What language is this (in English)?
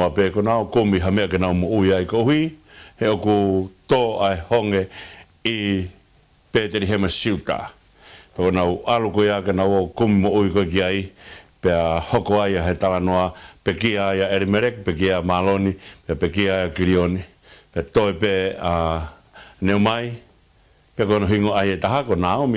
Tongan